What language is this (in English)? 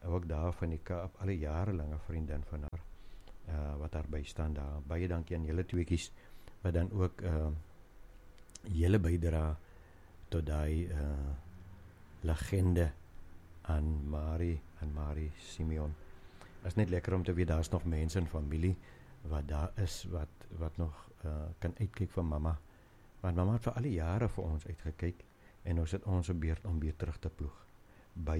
Afrikaans